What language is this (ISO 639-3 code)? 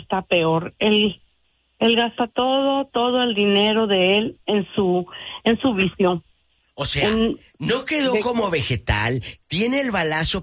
spa